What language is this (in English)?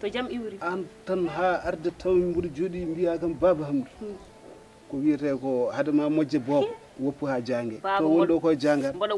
Fula